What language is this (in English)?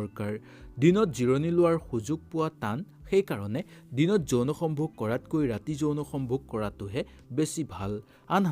Assamese